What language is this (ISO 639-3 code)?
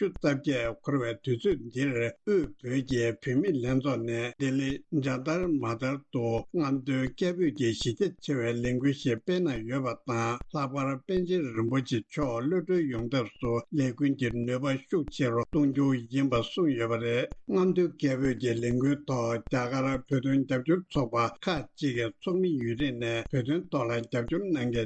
bod